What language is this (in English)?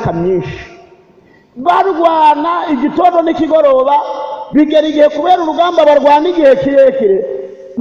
Kinyarwanda